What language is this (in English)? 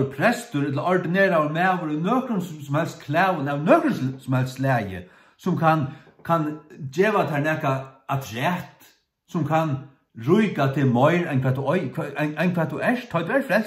Faroese